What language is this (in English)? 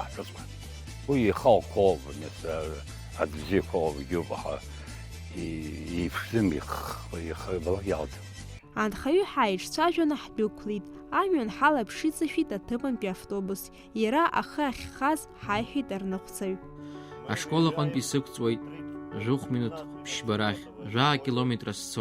Abkhazian